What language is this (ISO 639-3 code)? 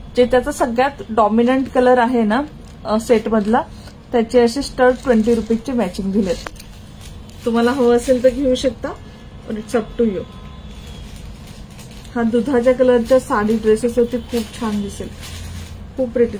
mar